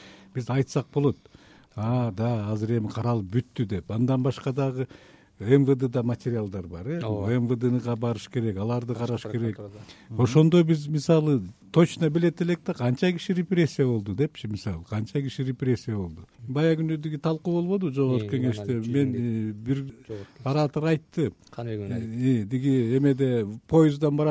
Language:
Kyrgyz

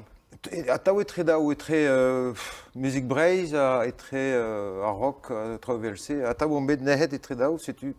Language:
Breton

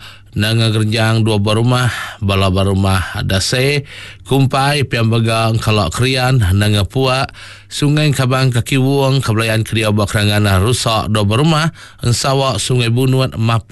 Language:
Iban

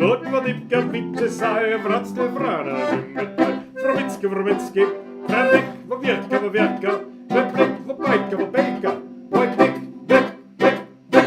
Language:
Bavarian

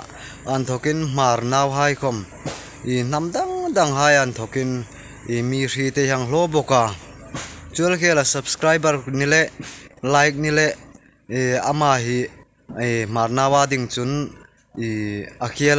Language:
Hmar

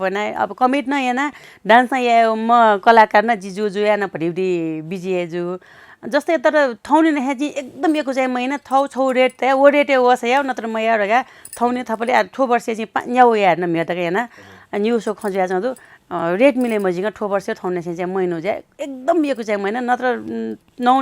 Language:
Newari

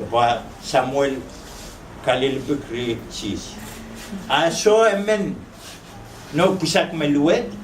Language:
Pohnpeian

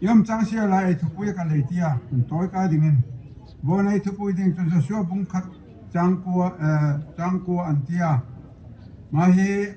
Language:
Darlong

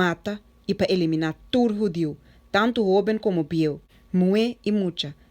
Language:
Papiamento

